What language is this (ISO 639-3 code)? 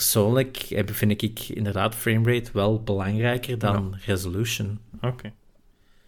nld